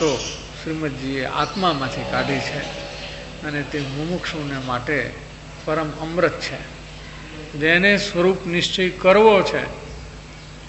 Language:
Gujarati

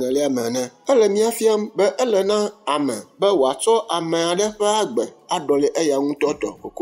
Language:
Ewe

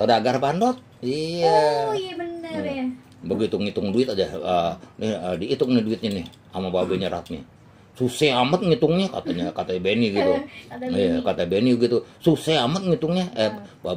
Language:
Betawi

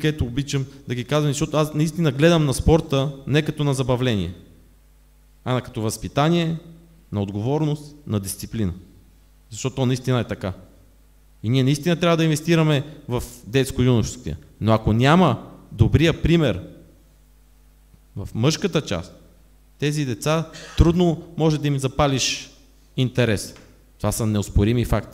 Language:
Bulgarian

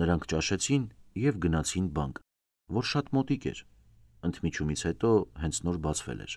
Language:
Armenian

